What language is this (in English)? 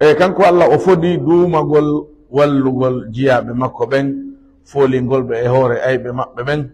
Fula